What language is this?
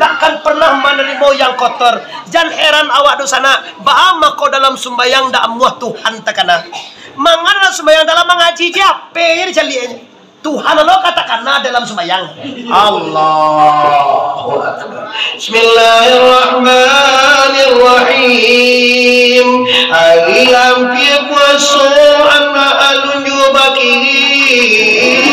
Minangkabau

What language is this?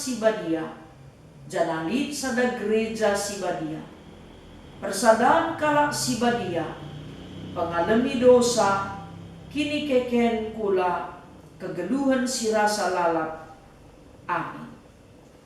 Batak Karo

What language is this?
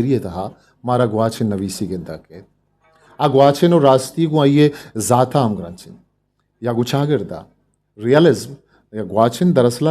Eastern Balochi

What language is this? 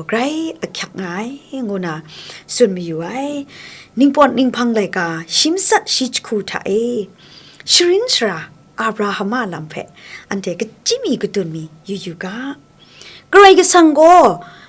Kachin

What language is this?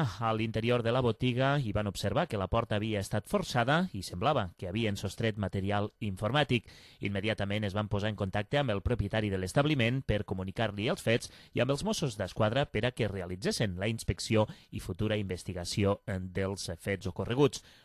Catalan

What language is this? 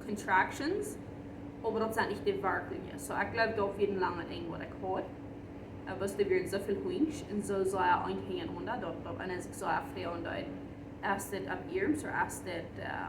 Plautdietsch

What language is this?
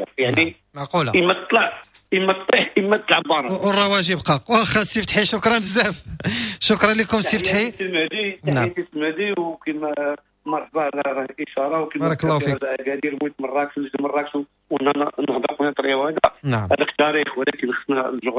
Moroccan Arabic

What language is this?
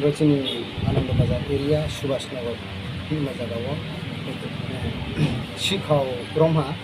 Riang (India)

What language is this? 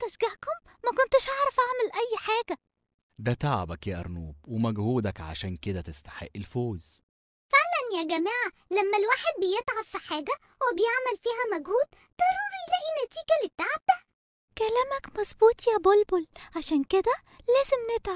Egyptian Arabic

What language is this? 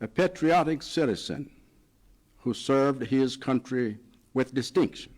Nyanja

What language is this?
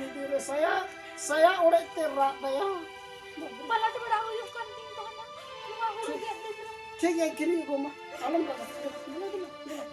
Santali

